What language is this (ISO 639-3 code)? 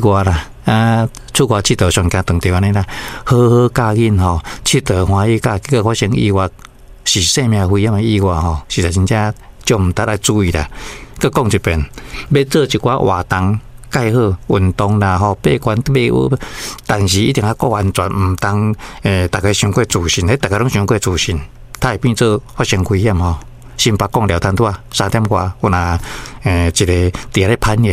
nan